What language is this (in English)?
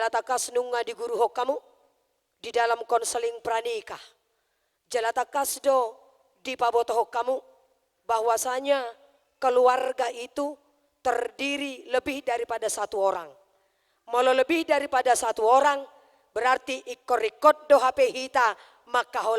Batak Toba